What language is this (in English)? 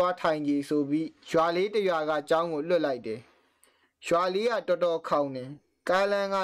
Burmese